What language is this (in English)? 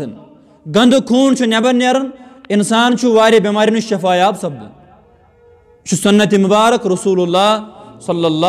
Kashmiri